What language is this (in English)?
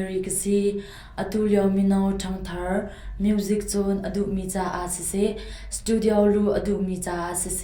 Hakha Chin